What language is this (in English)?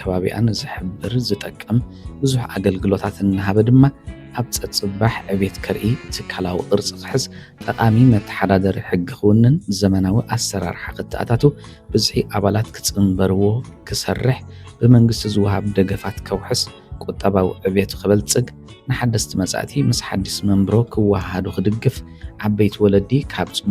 Tigrinya